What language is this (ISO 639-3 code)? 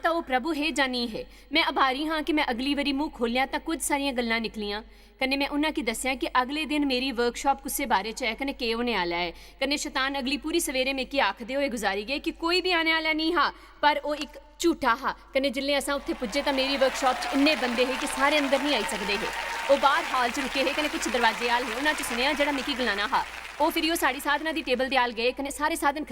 doi